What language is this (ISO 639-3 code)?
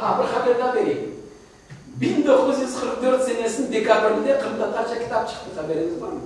crh